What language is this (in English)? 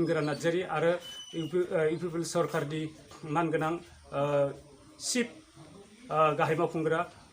Bodo